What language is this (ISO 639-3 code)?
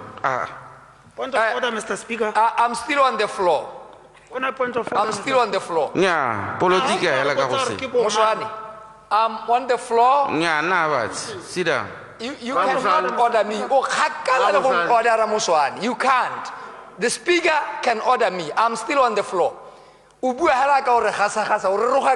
tsn